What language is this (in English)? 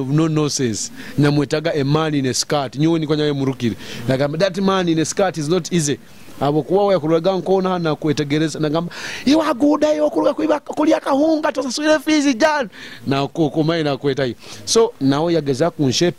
Nyoro